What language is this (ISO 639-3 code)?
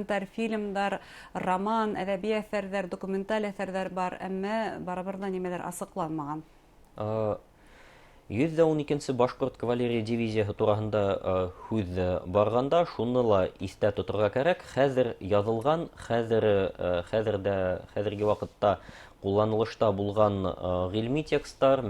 bak